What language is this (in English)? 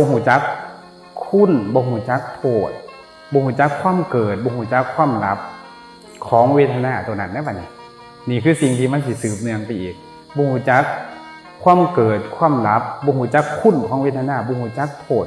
Northeastern Thai